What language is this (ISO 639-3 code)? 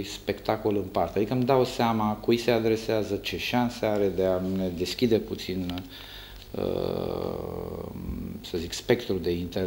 ron